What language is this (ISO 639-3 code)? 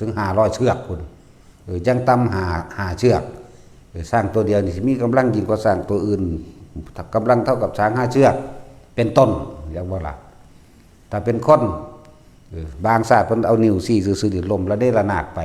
tts